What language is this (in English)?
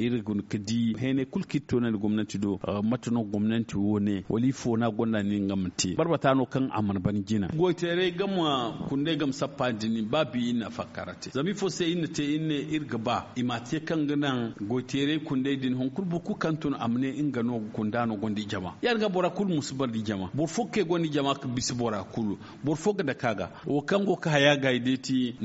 Zarma